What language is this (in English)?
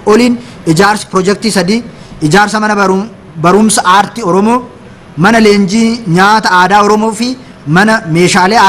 Oromo